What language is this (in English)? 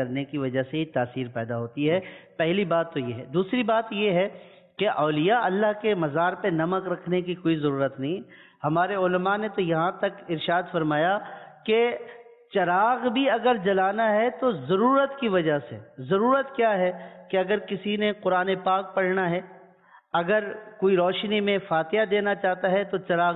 Urdu